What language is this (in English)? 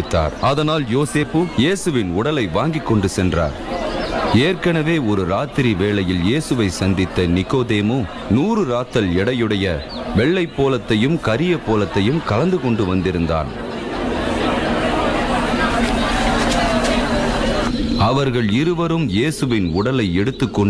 Tamil